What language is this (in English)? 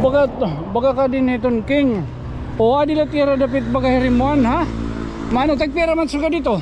Waray